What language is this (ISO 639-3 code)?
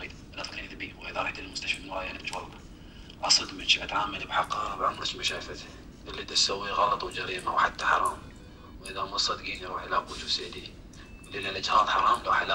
acm